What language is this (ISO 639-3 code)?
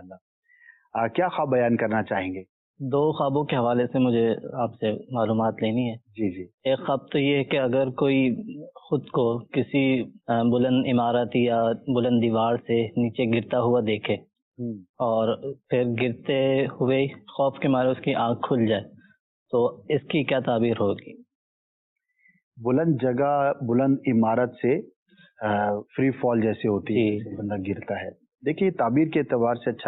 urd